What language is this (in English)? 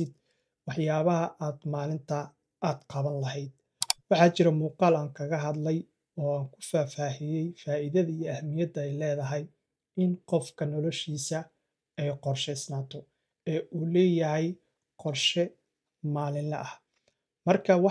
Somali